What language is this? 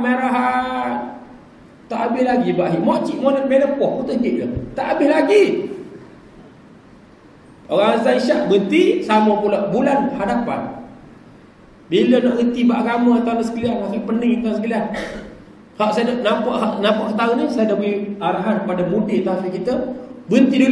Malay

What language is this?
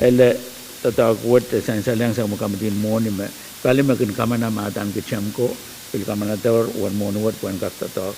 Pohnpeian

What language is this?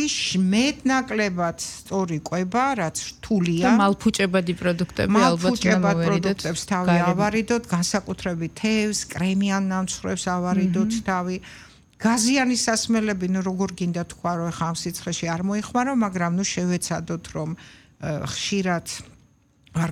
Georgian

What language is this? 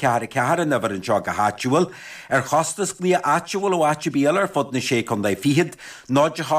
Irish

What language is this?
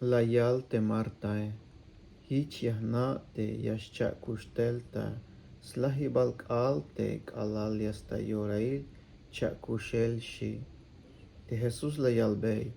Tzeltal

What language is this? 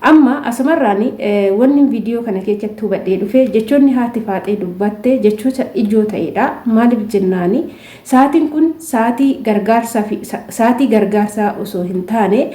Oromo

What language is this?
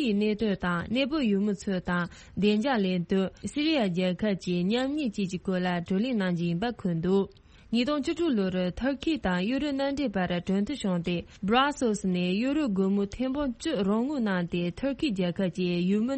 Tibetan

